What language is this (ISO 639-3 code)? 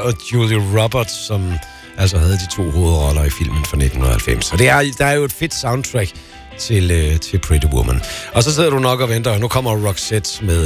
dan